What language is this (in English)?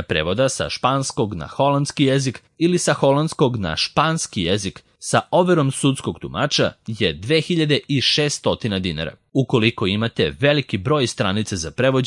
Serbian